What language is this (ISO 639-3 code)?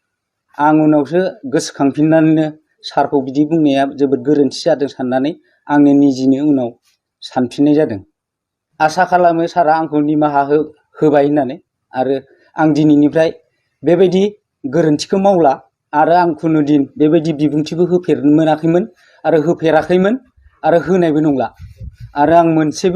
brx